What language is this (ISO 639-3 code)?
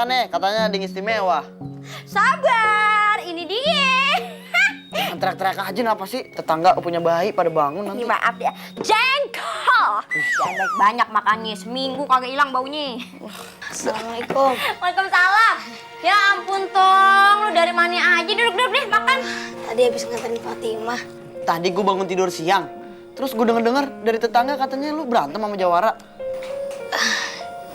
bew